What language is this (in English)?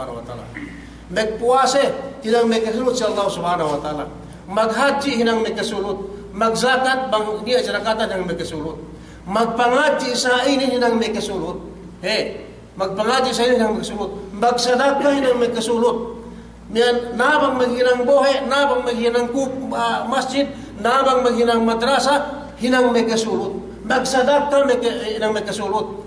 Yakan